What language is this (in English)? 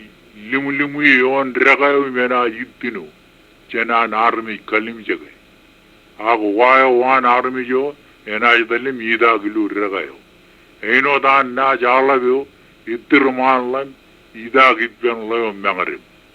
Marshallese